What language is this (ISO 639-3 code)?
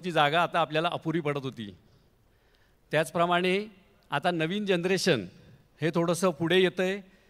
mar